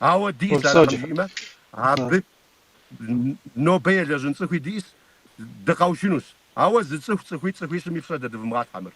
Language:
Kabardian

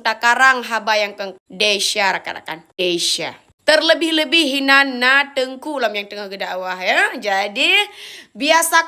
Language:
Achinese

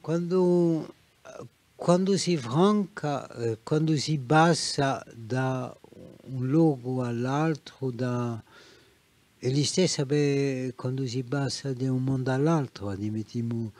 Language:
Corsican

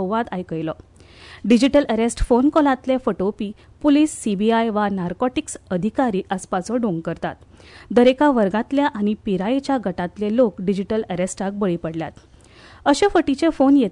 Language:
Konkani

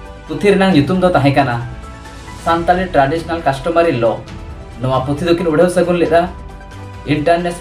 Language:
Santali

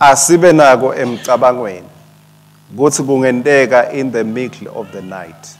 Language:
Swati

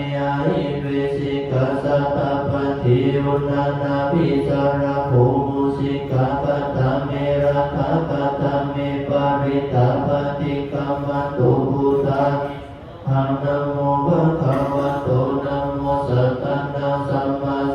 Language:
Pali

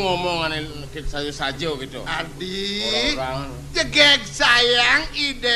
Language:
Balinese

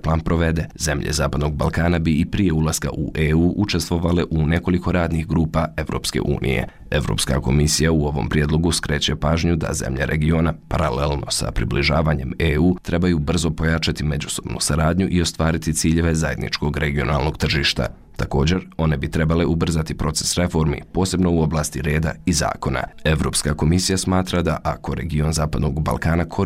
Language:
Bosnian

